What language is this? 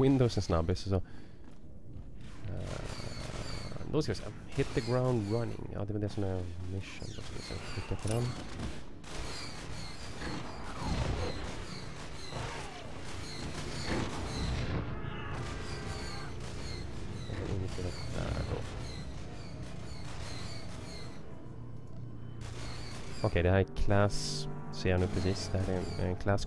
Swedish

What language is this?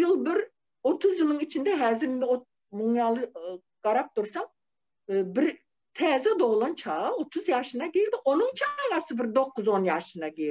Turkmen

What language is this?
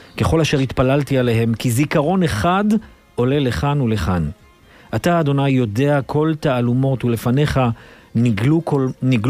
Hebrew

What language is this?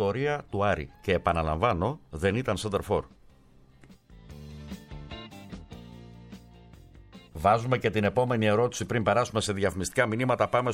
Greek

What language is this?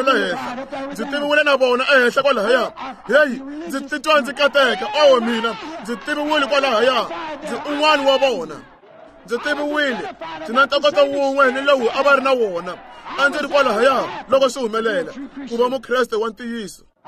Tsonga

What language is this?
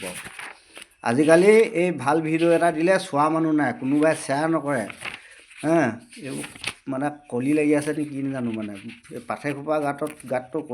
Assamese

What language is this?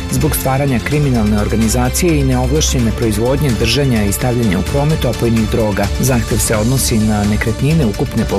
Serbian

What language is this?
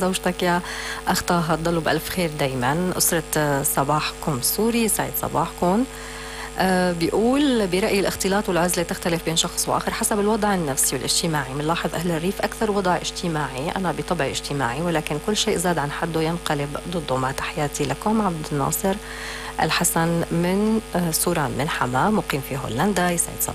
North Levantine Arabic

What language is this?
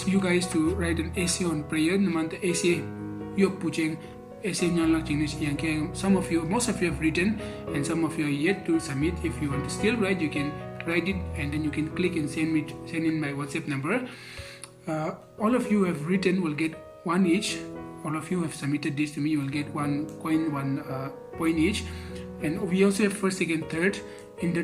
Konyak Naga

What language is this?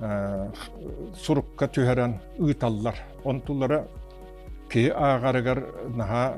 Yakut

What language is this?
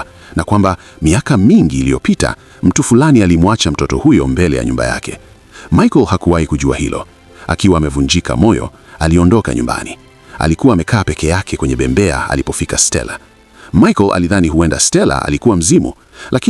Swahili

